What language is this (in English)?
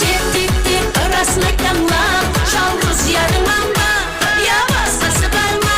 Kara-Kalpak